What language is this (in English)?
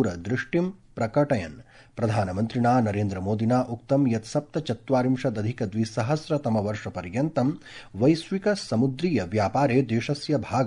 Sanskrit